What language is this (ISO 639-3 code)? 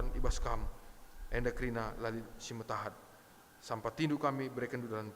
btx